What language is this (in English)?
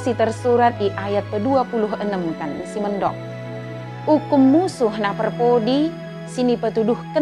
Batak Dairi